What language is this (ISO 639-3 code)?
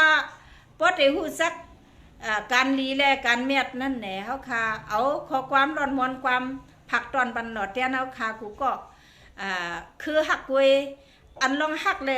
shn